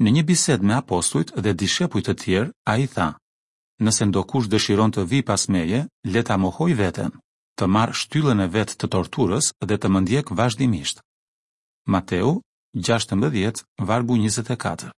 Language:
Albanian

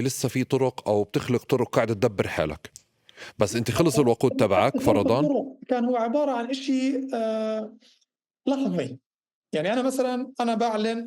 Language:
North Levantine Arabic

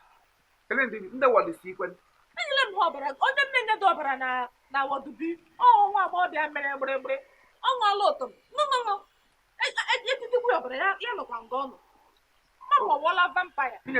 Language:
Igbo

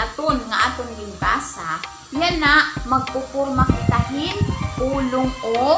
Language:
Waray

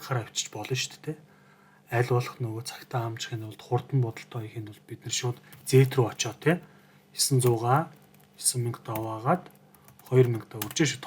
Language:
Mongolian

